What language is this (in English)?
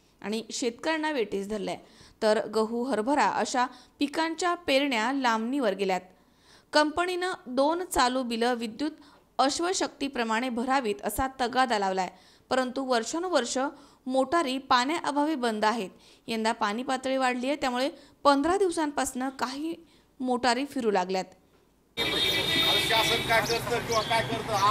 Marathi